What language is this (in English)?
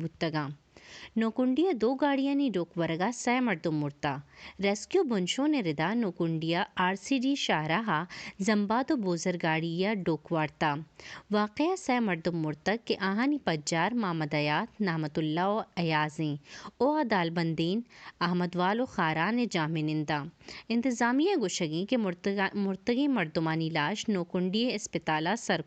Baluchi